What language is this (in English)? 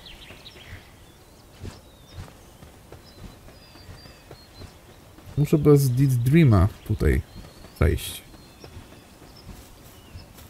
Polish